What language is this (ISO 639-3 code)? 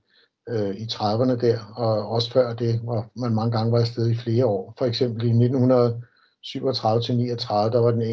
dan